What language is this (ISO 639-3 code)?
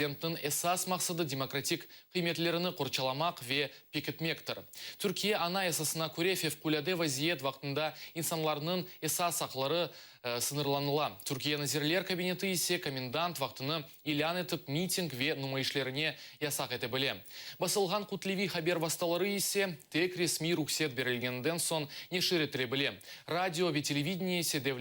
crh